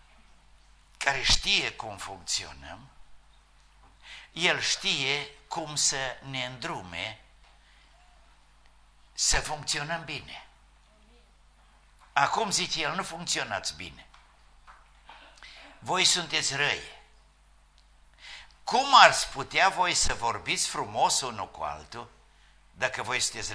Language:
Romanian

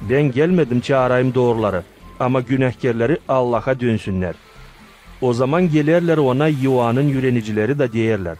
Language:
Gagauz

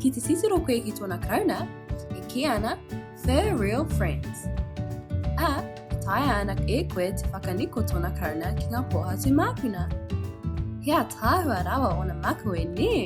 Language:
Māori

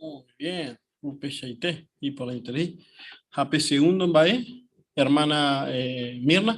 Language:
Guarani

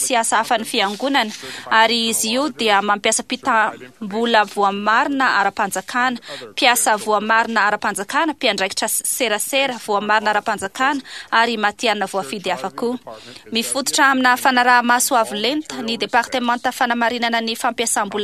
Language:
Malagasy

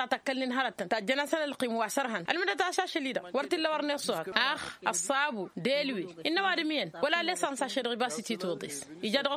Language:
Tamasheq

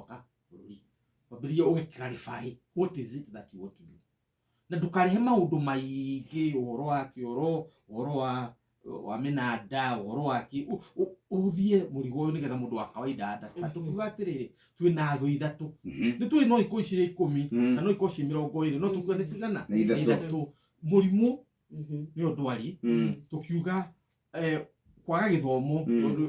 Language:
Kikuyu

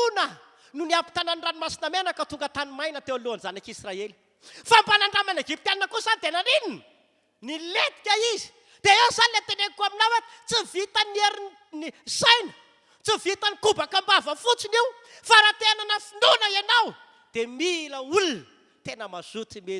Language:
Malagasy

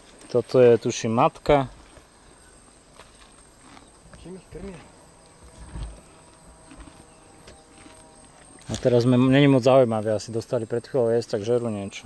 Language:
Slovak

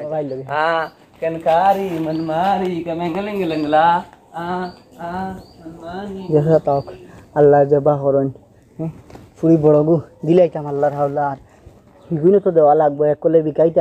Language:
Sylheti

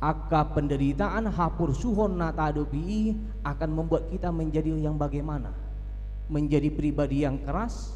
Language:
Batak Toba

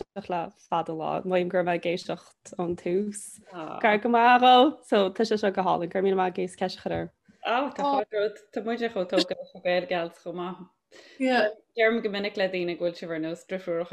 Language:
Irish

